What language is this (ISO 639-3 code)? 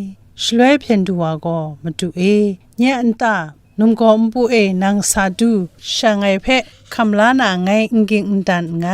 kac